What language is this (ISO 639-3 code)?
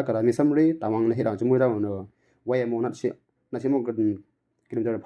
mxj